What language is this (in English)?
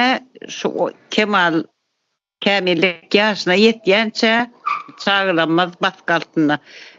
Turkmen